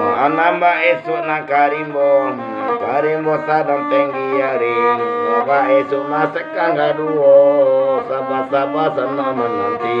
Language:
Minangkabau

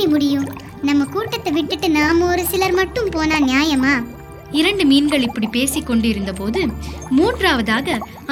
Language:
Tamil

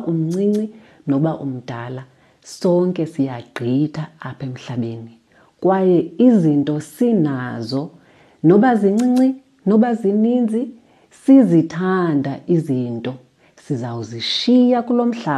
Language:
Xhosa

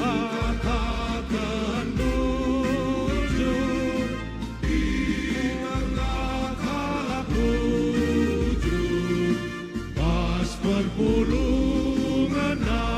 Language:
Batak Karo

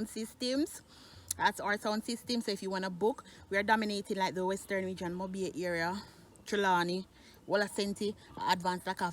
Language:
Jamaican Creole English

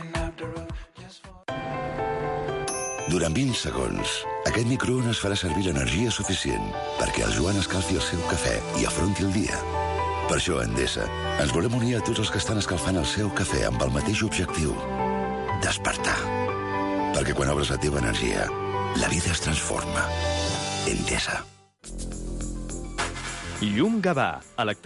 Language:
Catalan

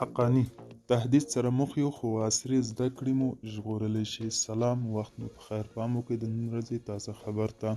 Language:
Pashto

